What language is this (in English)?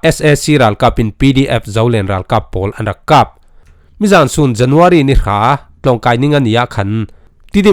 Falam Chin